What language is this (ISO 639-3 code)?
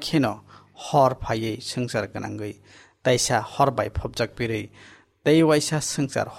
trp